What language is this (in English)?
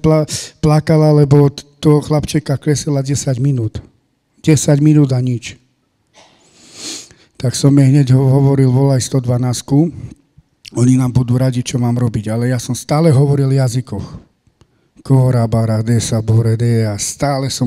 Slovak